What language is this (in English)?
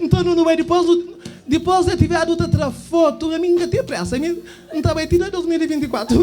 Kabuverdianu